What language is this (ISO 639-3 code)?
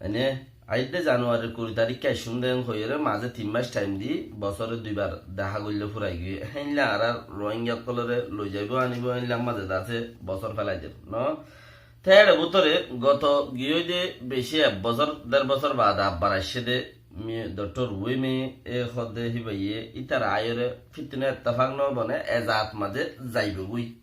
rhg